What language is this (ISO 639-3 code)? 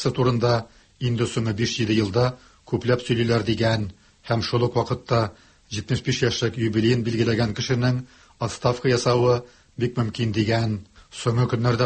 tat